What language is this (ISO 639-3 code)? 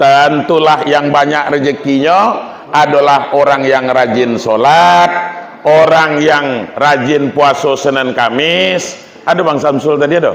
min